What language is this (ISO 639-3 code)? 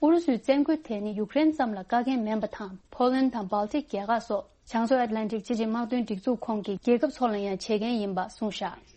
bod